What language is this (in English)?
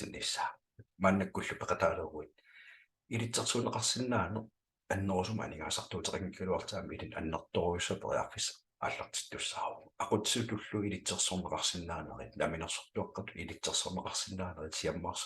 Kalaallisut